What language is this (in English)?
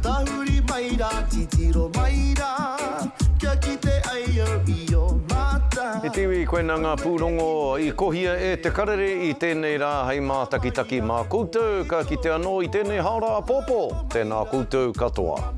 Māori